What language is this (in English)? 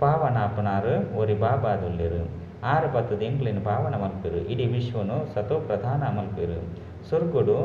Tulu